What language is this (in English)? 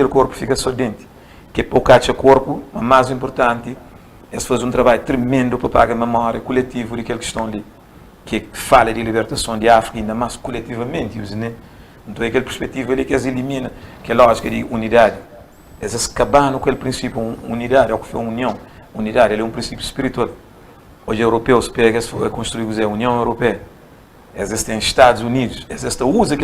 Kabuverdianu